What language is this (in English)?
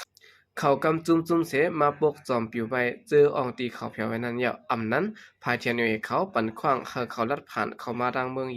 Shan